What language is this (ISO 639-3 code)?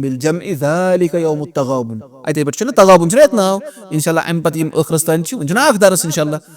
kas